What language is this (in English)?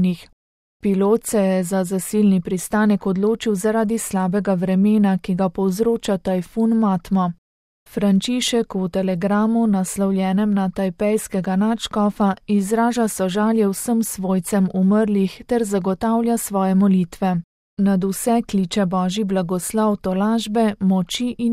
Slovenian